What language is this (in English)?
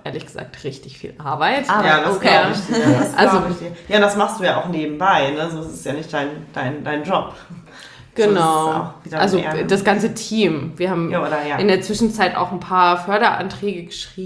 German